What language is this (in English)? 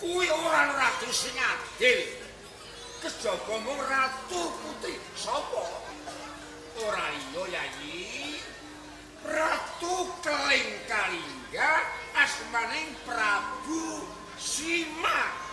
Javanese